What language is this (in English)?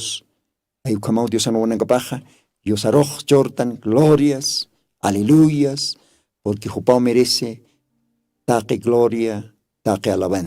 Aymara